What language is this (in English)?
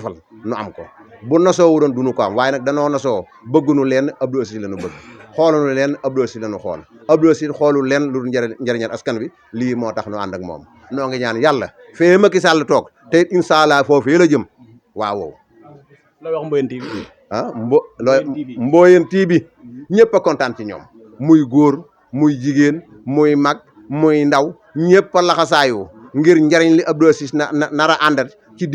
Wolof